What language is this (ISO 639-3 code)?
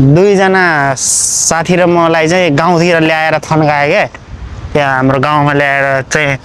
nep